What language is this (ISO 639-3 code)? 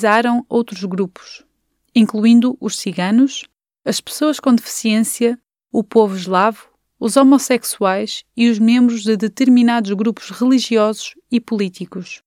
por